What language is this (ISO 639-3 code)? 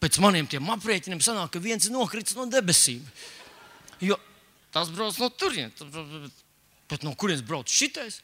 lav